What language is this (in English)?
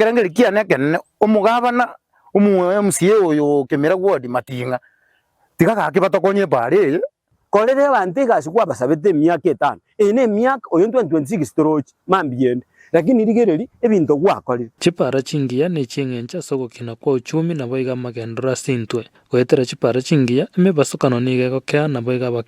Gusii